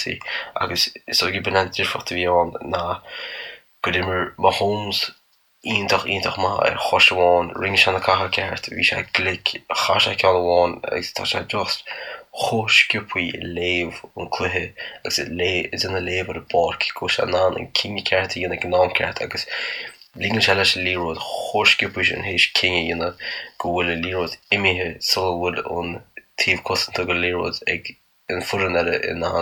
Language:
Irish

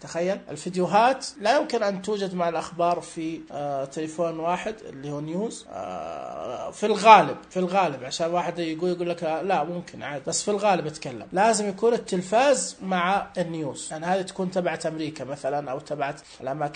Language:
Najdi Arabic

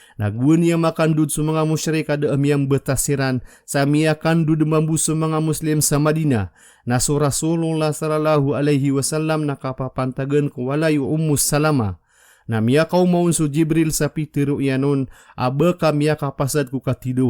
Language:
Maranao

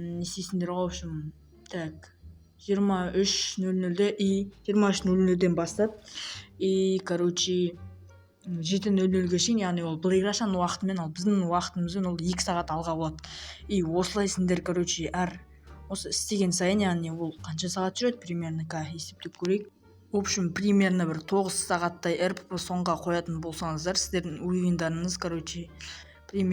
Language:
Kazakh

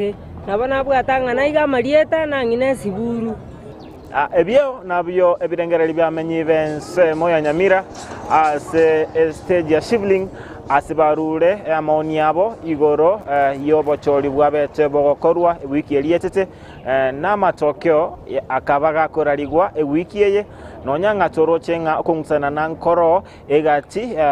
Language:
Gusii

